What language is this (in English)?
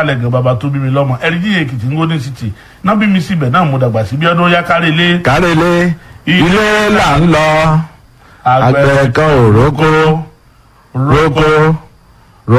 Yoruba